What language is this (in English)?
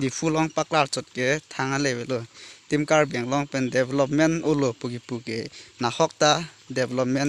Karbi